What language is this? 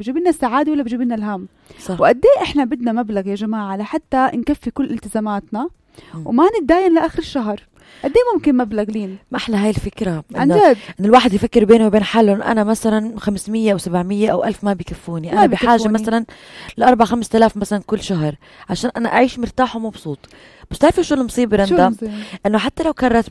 North Levantine Arabic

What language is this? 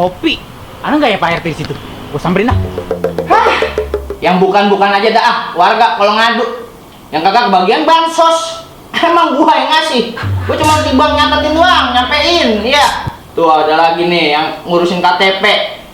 Betawi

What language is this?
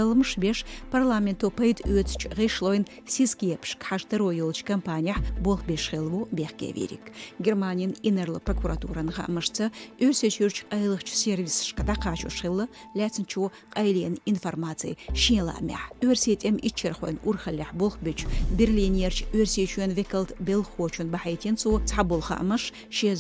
Chechen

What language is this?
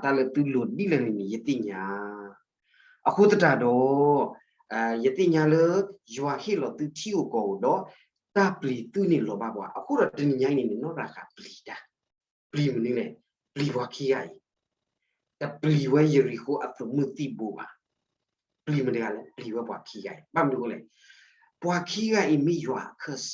S'gaw Karen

